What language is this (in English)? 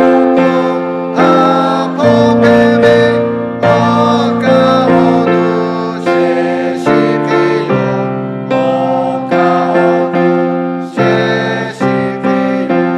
Lahu